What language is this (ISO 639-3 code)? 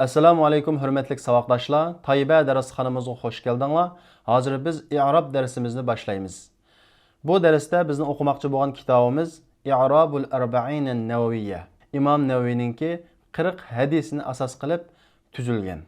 uig